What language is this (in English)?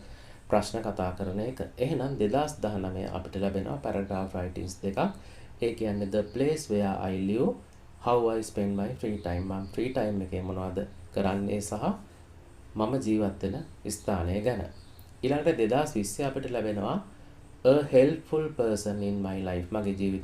Sinhala